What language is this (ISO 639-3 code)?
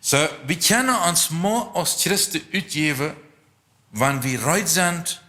pdt